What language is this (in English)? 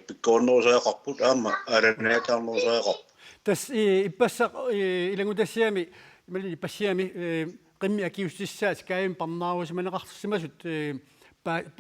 Kalaallisut